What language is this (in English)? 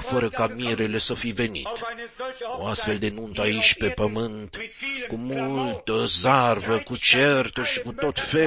Romanian